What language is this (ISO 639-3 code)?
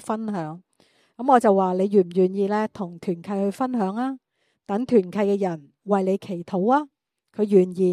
yue